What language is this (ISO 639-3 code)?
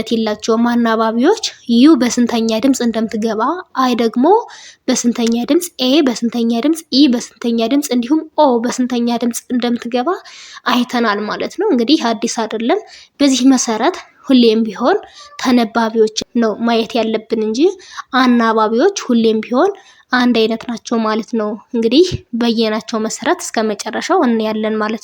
amh